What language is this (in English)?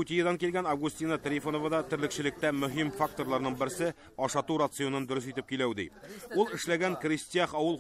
Tatar